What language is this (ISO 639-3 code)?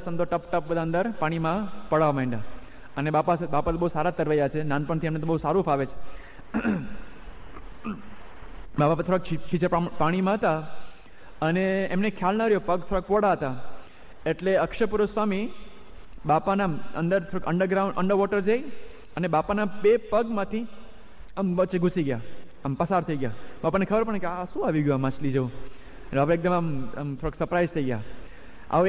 guj